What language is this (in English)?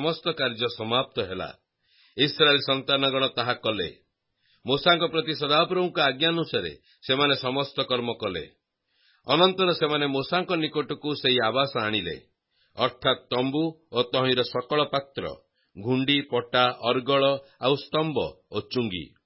Odia